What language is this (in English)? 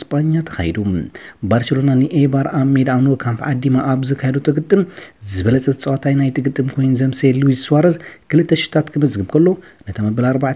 Tigrinya